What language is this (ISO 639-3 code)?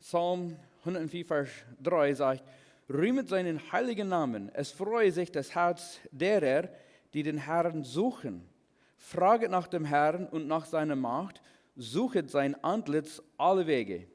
pdt